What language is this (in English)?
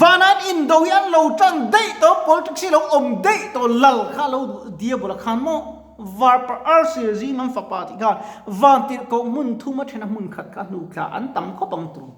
Mizo